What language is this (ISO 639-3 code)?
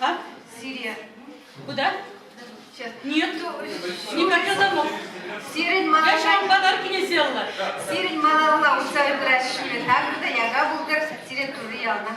chv